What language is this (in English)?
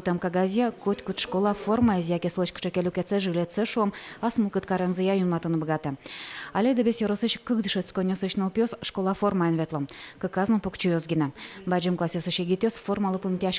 Udmurt